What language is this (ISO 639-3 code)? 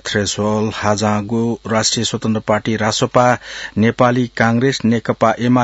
new